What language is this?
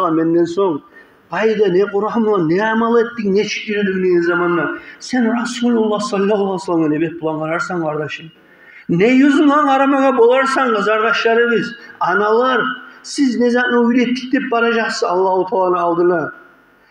Kumyk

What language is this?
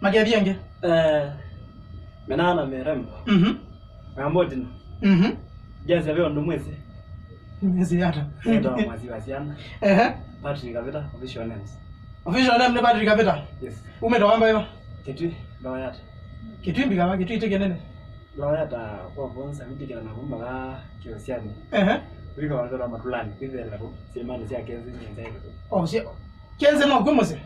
Kamba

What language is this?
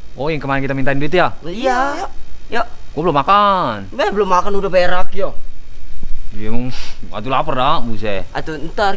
Betawi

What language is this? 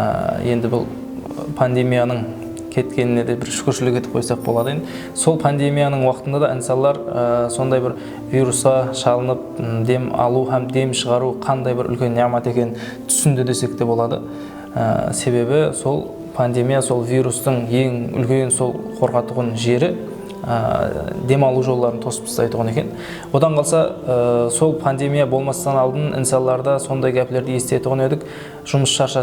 Kara-Kalpak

